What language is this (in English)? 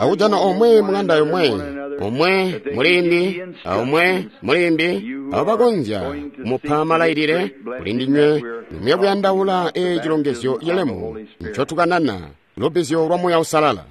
Tonga (Zambia)